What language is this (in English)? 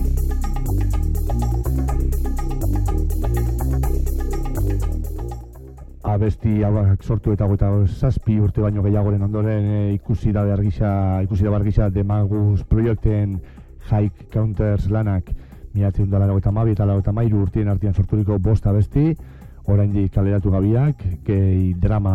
Basque